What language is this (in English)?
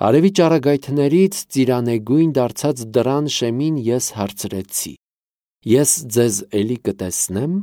Armenian